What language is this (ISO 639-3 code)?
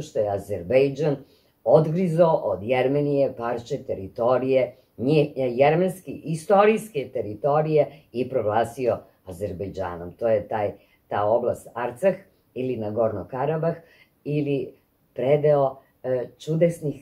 srp